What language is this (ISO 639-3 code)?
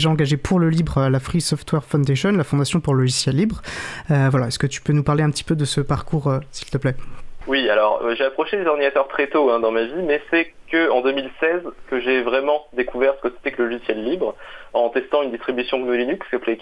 fra